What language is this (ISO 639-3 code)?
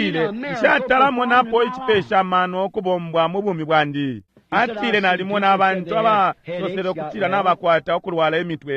bem